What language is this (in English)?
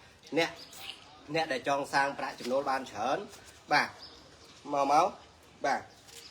Khmer